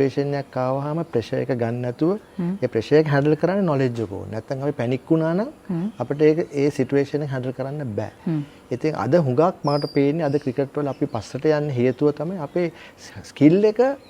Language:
Sinhala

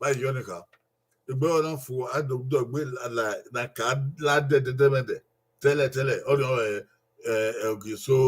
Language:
Bini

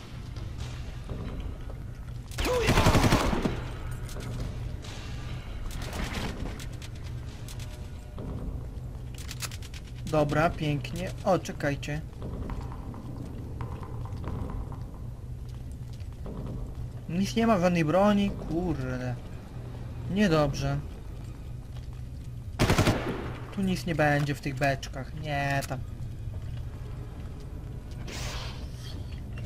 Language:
Polish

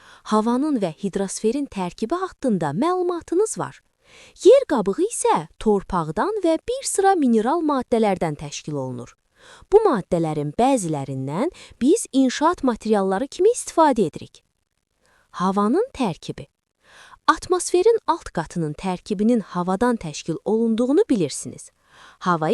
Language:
Azerbaijani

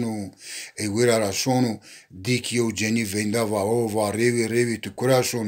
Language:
Zaza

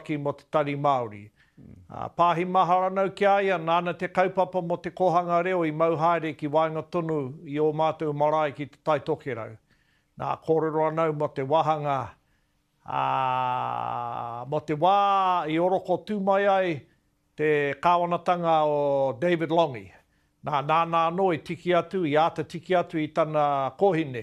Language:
Māori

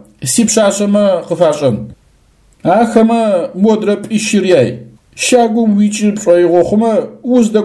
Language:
Adyghe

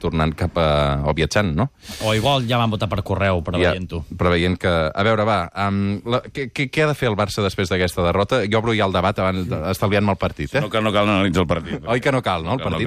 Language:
Catalan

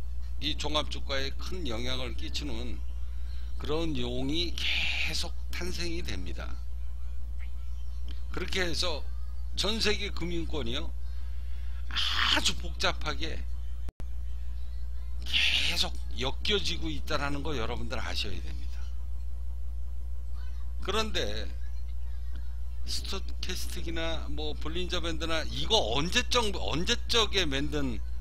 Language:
Korean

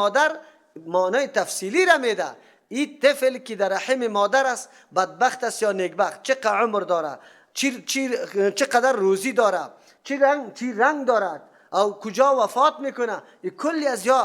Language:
Persian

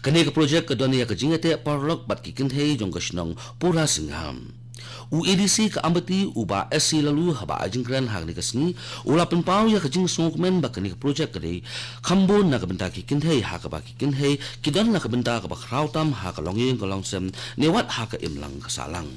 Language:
Khasi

